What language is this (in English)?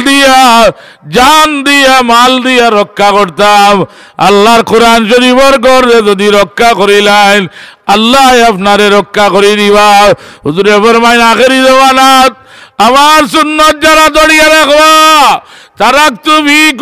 Sylheti